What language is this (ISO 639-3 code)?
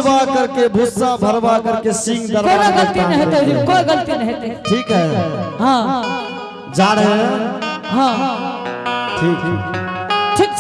anp